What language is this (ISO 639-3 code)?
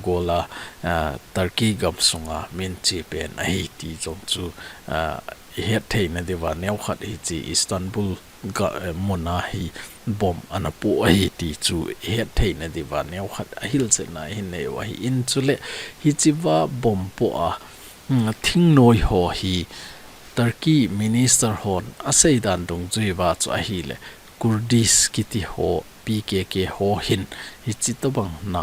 tcz